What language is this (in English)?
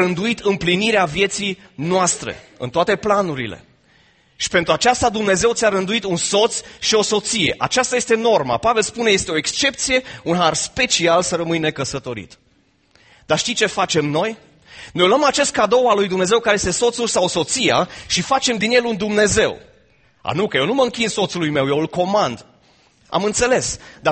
Romanian